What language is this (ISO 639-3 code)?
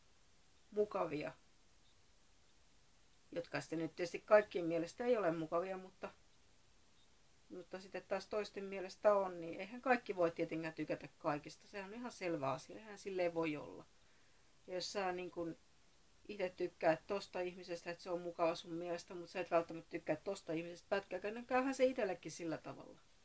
fin